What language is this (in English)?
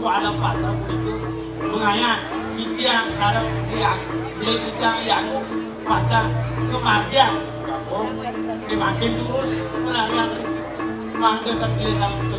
Balinese